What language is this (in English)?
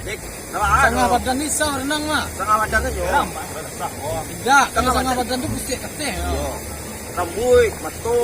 Minangkabau